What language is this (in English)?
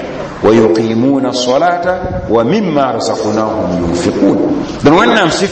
Mossi